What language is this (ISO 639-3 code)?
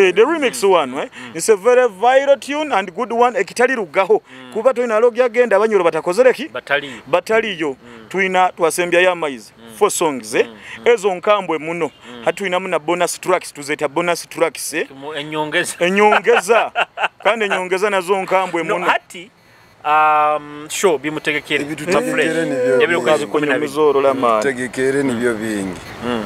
nyo